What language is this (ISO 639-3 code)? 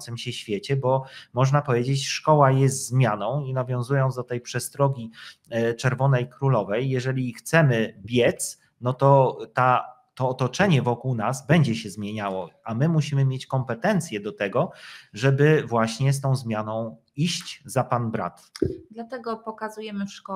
pol